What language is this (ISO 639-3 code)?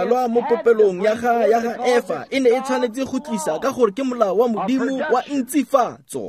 tsn